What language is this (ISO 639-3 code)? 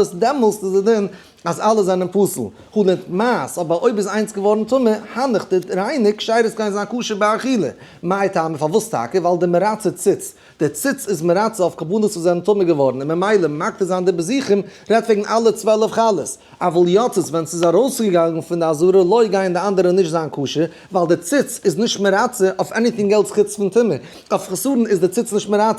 yid